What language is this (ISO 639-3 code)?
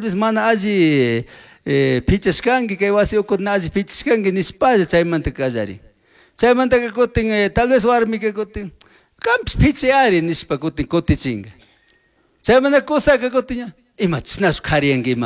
qug